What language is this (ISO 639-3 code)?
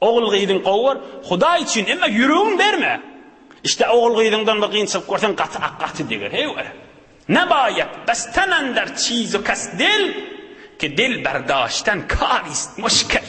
tuk